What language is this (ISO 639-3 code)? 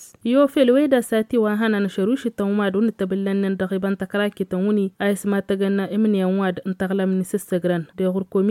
taq